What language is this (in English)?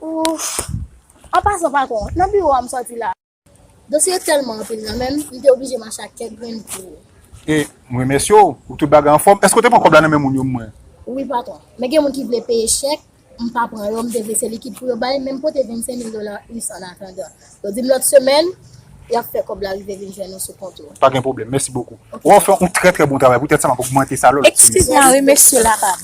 Haitian Creole